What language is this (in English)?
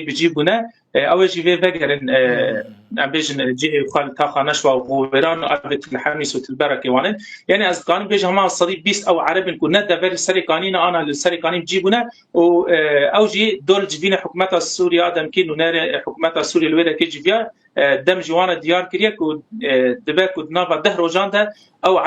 Kurdish